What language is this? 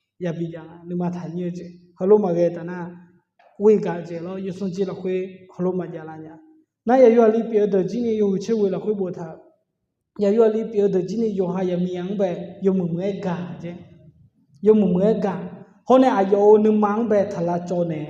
Akha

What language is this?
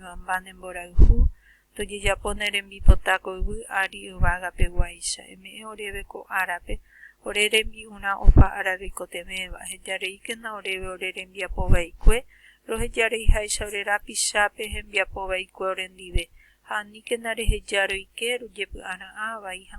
Guarani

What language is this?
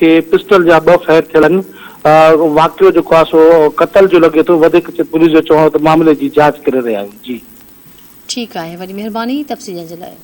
Sindhi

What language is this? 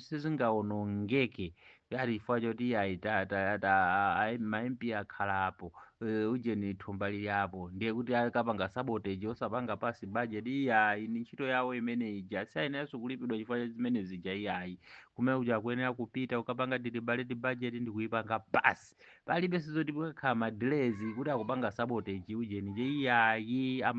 Nyanja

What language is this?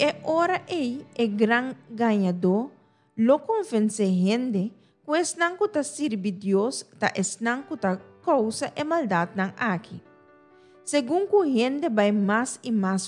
Papiamento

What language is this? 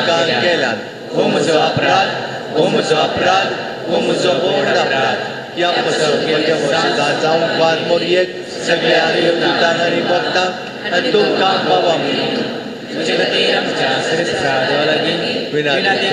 Konkani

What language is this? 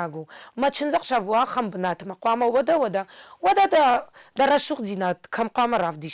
Ossetic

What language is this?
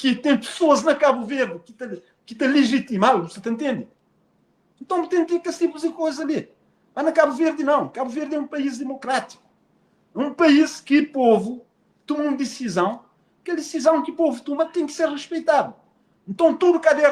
Kabuverdianu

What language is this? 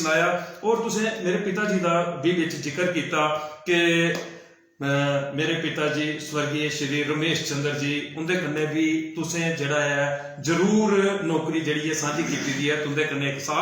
Dogri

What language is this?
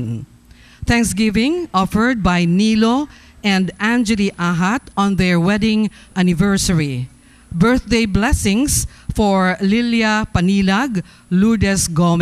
Cebuano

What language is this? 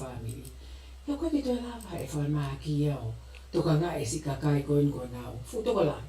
Tongan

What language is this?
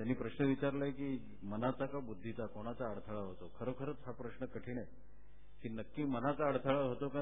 Marathi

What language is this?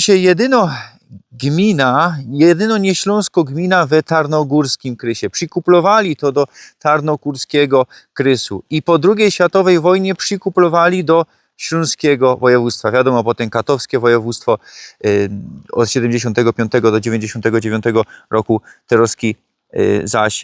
Silesian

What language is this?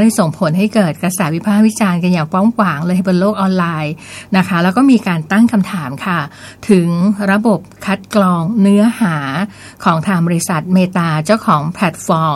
Thai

